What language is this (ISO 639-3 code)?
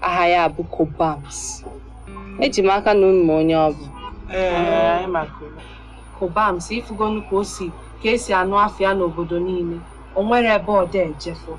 ibo